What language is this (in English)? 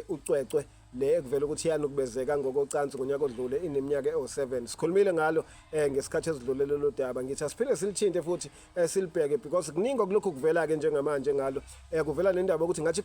Zulu